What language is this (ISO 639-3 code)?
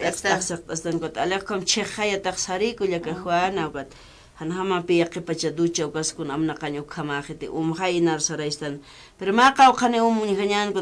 aym